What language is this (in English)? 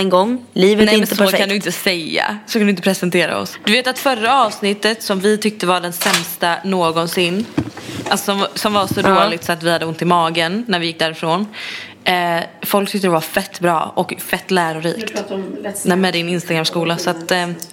Swedish